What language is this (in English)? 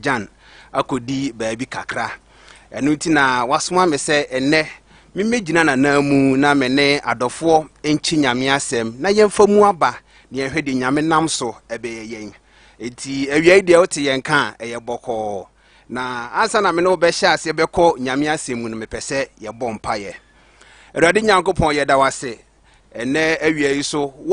Akan